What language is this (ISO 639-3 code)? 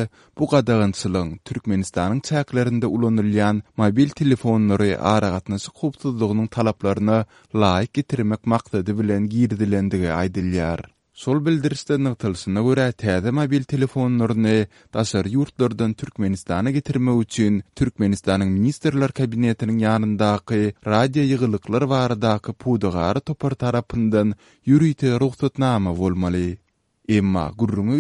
tuk